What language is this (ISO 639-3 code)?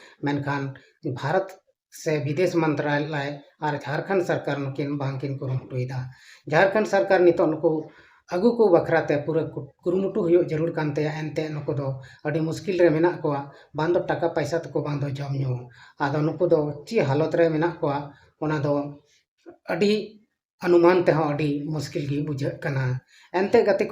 sat